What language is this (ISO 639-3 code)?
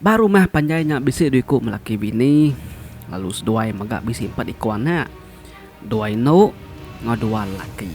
iba